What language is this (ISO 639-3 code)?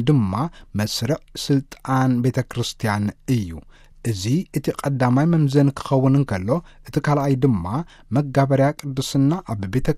tir